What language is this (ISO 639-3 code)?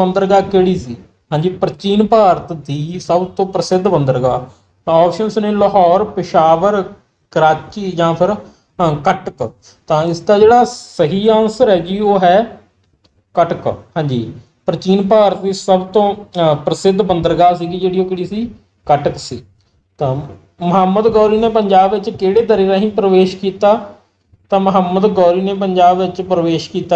pan